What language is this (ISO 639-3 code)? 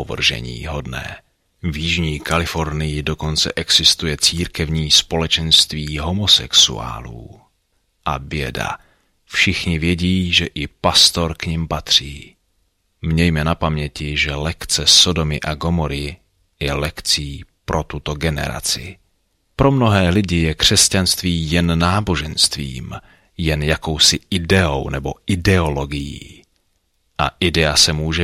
ces